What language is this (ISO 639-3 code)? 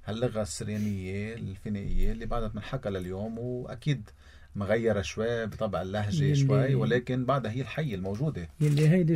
apc